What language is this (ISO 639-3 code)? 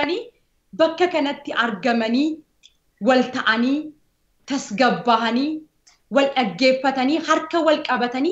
orm